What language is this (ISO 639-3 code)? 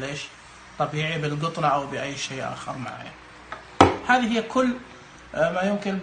ars